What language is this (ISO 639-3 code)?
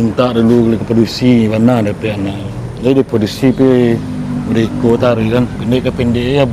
min